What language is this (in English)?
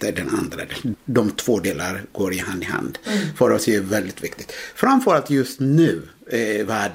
Swedish